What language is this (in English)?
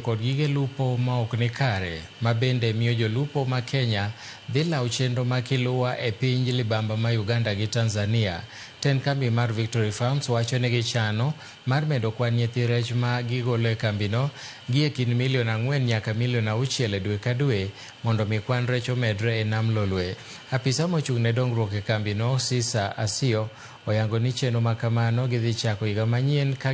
Luo (Kenya and Tanzania)